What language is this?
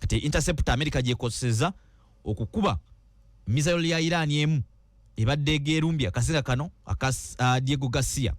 Ganda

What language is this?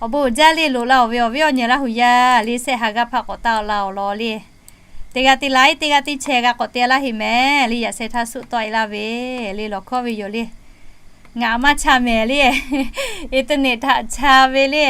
Lahu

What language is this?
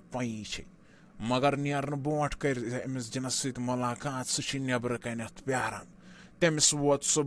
Kashmiri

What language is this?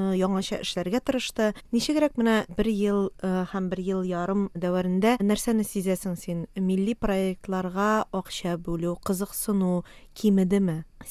Tatar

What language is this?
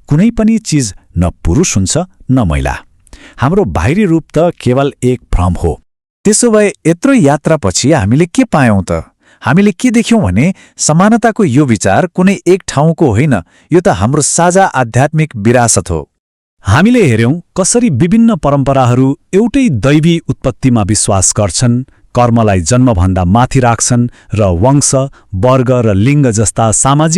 Nepali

